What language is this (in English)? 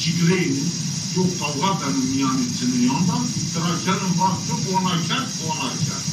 Zaza